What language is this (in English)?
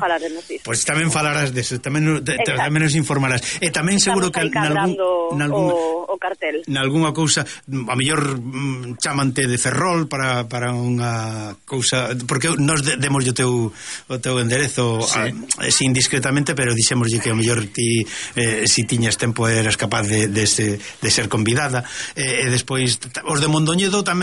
Galician